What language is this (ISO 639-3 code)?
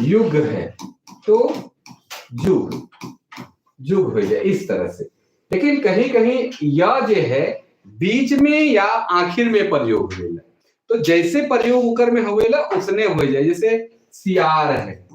sck